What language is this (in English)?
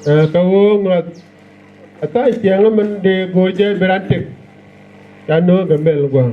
Nuer